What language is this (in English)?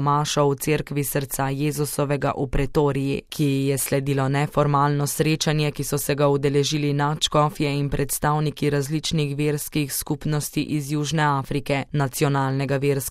Slovenian